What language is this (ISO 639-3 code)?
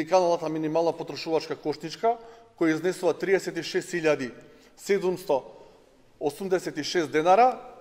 mkd